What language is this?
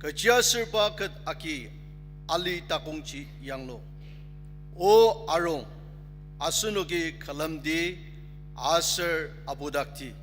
Ao Naga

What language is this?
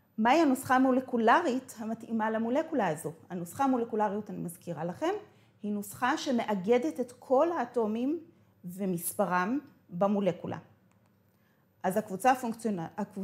Hebrew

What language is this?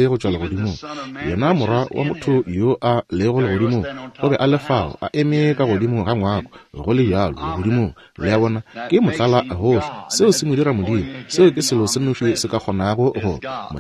Northern Sotho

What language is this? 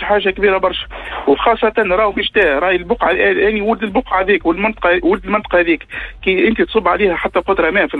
Tunisian Arabic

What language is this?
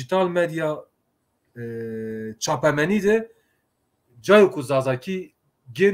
Zaza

